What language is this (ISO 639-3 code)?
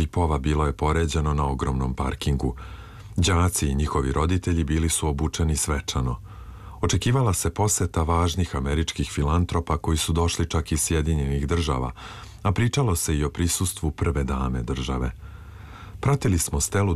srp